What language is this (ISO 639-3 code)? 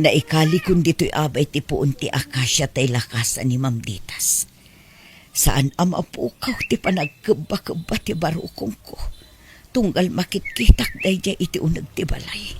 ilo